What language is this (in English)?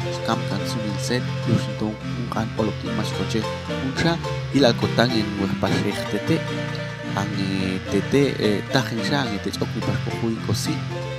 Popti'